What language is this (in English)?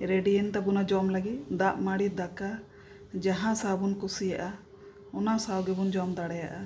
Santali